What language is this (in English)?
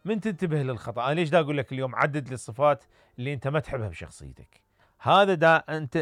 Mesopotamian Arabic